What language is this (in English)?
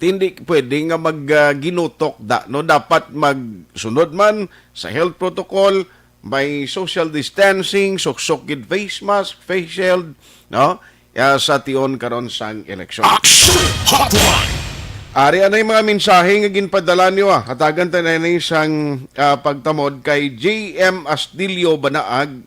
Hiligaynon